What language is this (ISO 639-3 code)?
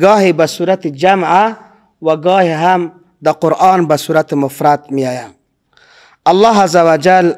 fas